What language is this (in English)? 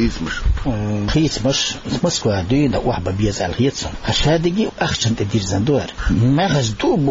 Chechen